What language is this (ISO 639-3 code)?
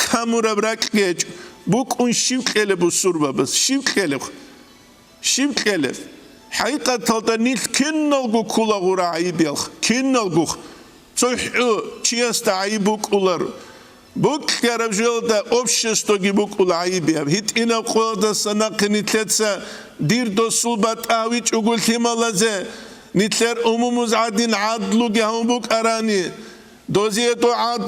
ava